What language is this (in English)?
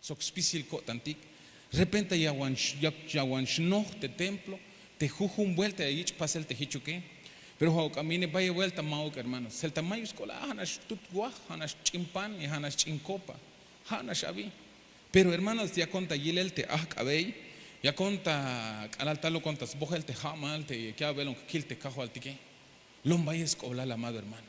Tzeltal